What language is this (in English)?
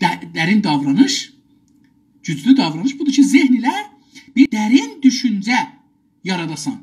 South Azerbaijani